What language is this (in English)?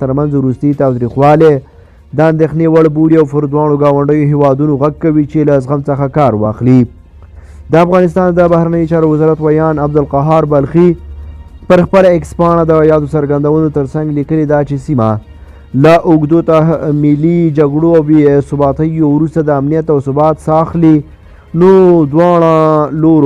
Pashto